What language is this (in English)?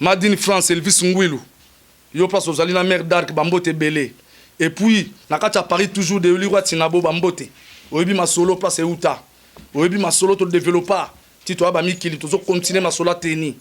Lingala